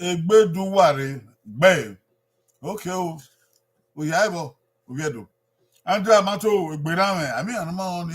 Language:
Bini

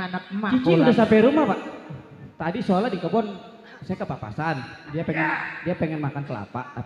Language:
Betawi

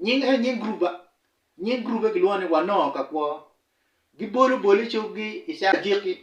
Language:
Acoli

